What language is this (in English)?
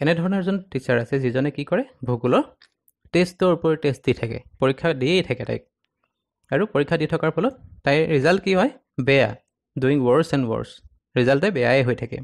Assamese